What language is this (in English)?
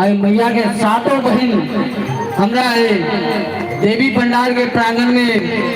Maithili